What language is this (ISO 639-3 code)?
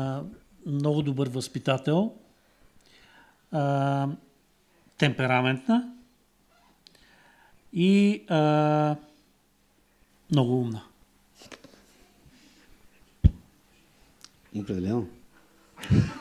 bul